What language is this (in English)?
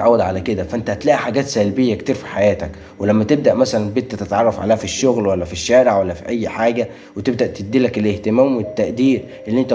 Egyptian Arabic